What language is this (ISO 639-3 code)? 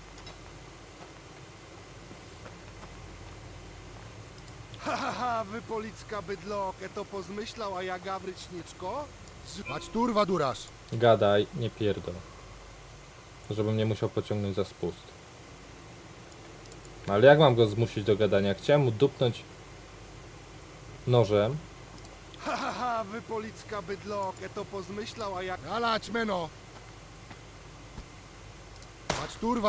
pol